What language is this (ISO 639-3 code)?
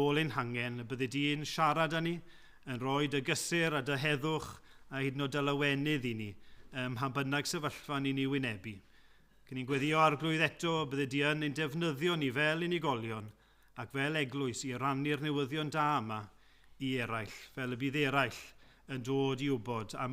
cym